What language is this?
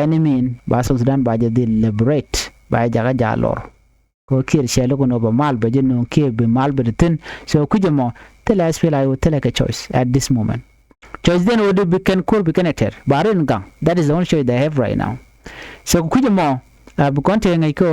Nuer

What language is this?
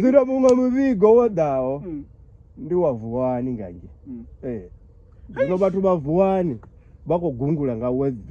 Venda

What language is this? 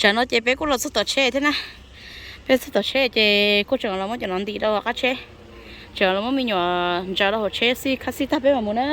Hmong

